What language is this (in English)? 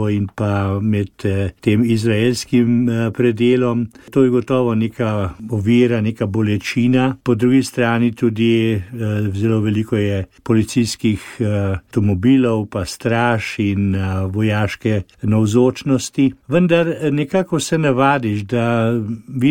Slovenian